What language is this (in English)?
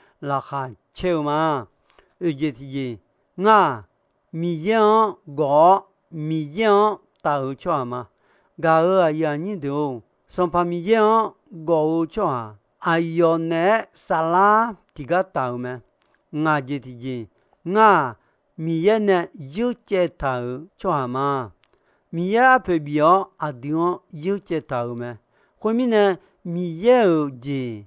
Akha